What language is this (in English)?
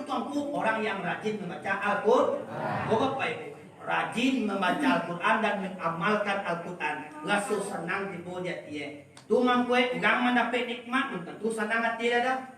Minangkabau